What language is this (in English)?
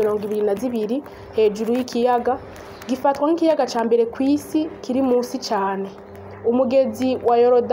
Rundi